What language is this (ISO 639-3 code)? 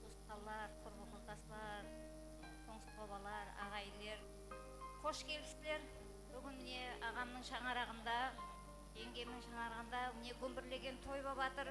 kaa